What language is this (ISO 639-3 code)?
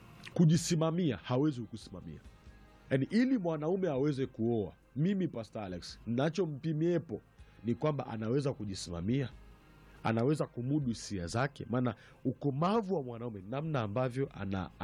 swa